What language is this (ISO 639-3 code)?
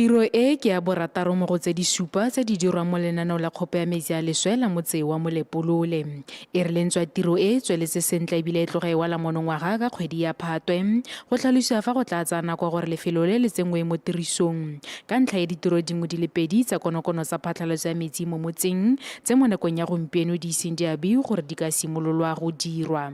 tsn